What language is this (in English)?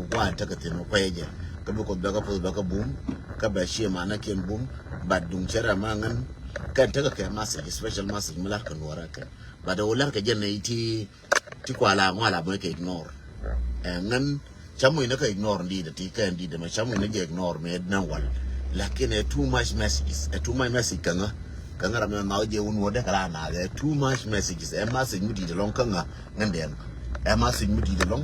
Nuer